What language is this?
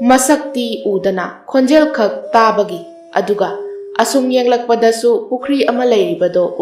Manipuri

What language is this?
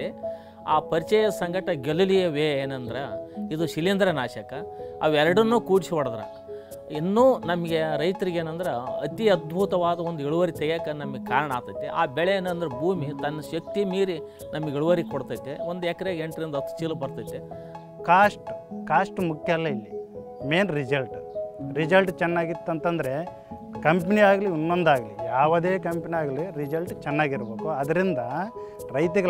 Kannada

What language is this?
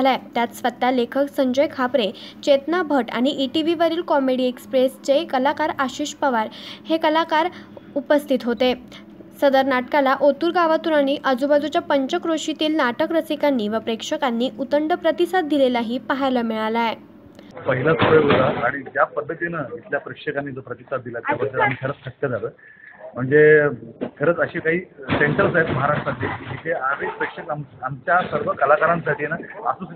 Marathi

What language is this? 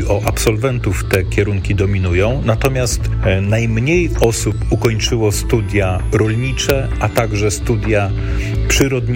Polish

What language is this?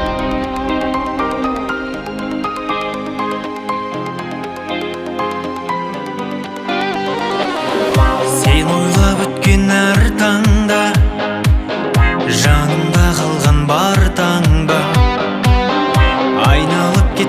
Kazakh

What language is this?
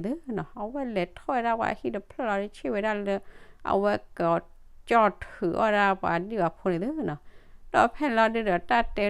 S'gaw Karen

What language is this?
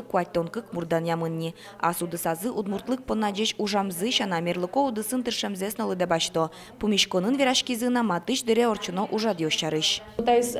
Udmurt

